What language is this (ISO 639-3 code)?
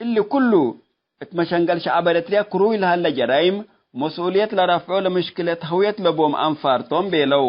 tig